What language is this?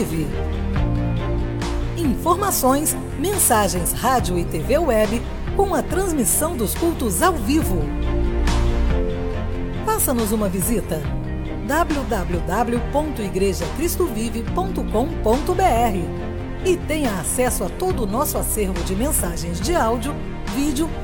Portuguese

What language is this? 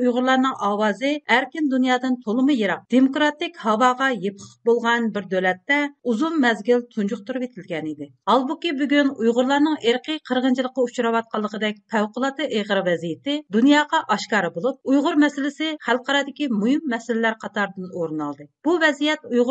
Uyghur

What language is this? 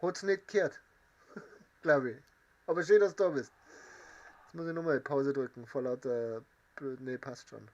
Bavarian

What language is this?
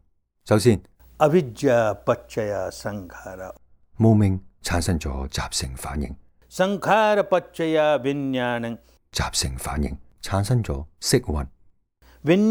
Cantonese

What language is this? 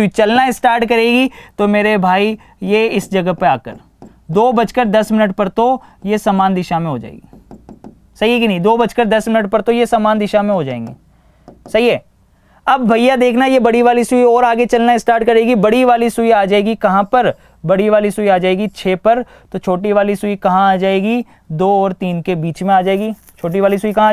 Hindi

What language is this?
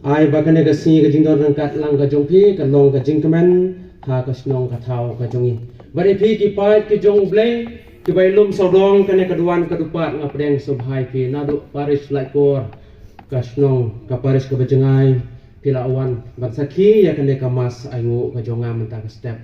Khasi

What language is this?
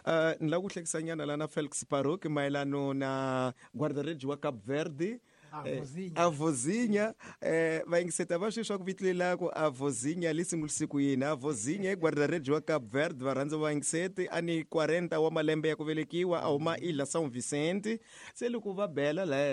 Tsonga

